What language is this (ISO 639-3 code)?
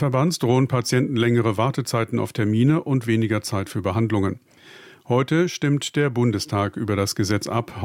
deu